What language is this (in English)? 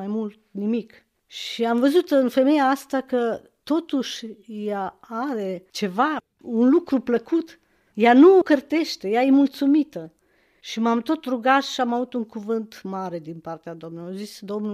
Romanian